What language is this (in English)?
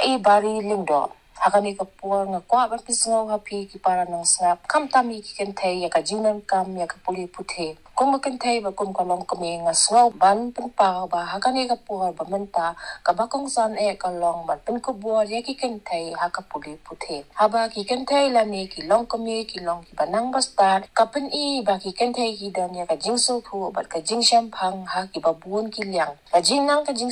Khasi